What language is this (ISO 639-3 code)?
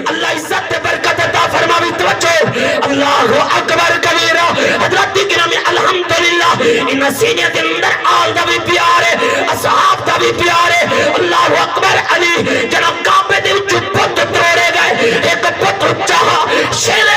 skr